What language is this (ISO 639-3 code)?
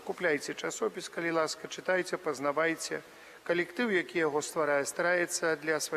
bel